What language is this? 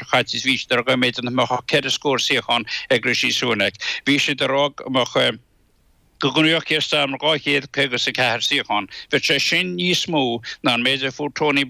Irish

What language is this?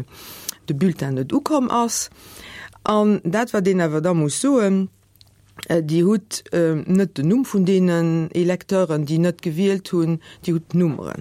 Luxembourgish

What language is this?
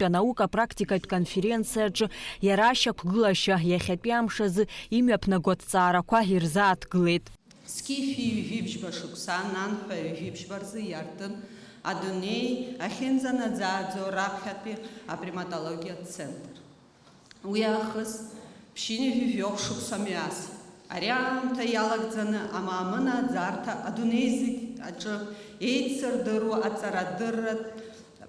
Abkhazian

